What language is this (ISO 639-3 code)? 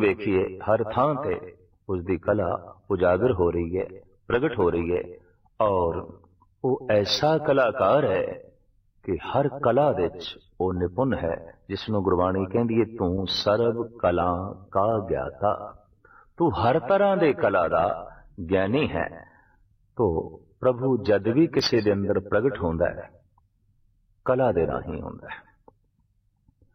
pan